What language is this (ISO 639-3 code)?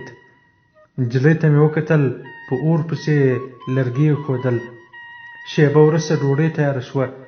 pus